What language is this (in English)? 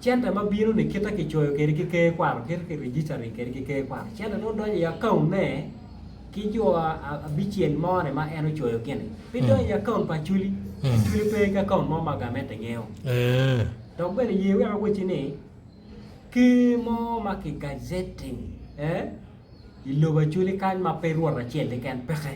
Acoli